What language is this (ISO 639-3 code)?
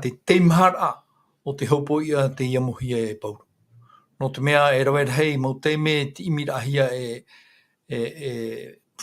tah